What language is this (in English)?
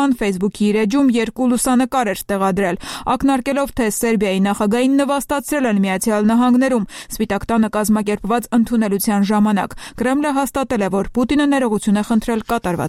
Armenian